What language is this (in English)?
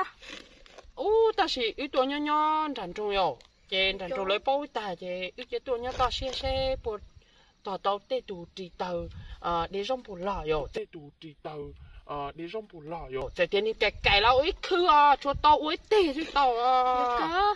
Hmong